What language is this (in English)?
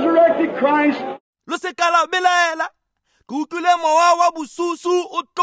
Tswana